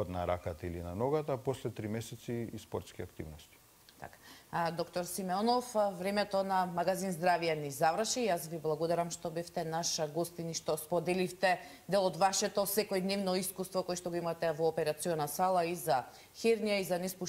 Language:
Macedonian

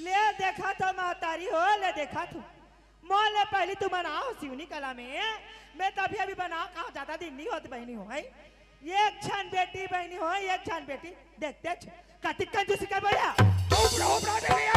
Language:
Chhattisgarhi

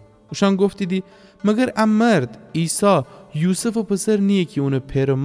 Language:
Gilaki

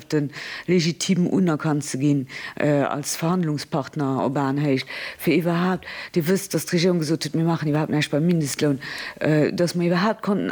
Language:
Luxembourgish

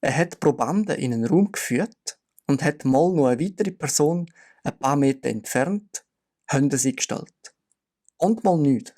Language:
Swiss German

